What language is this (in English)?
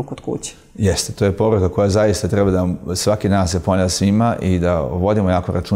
Serbian